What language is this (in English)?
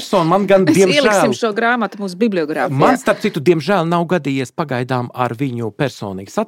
Latvian